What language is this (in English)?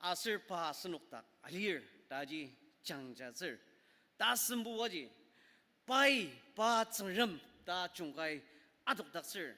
Ao Naga